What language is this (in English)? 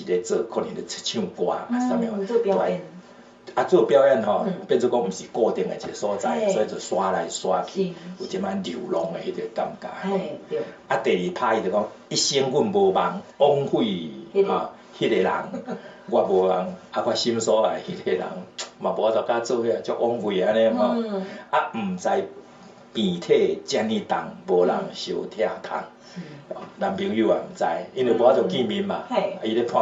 Min Nan Chinese